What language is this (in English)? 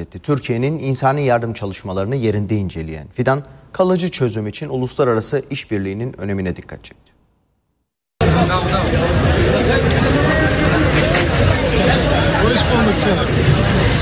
Turkish